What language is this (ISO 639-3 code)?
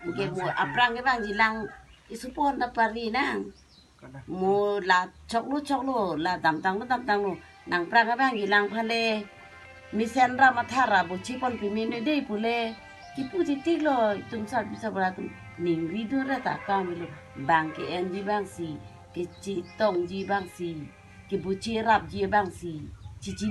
mjw